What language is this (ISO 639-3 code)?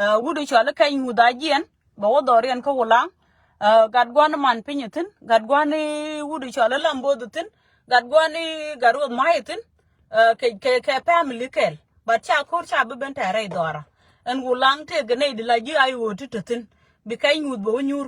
nus